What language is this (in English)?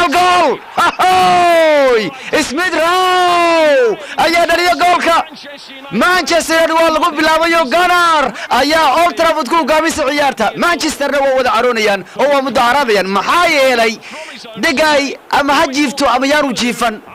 Somali